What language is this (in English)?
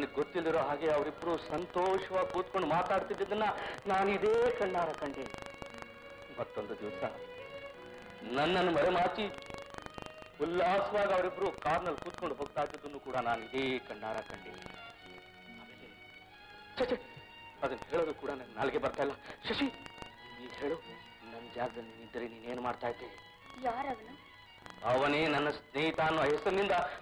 Kannada